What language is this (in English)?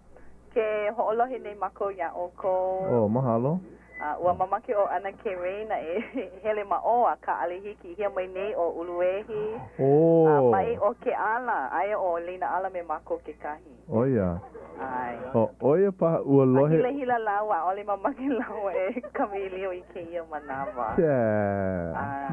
Hawaiian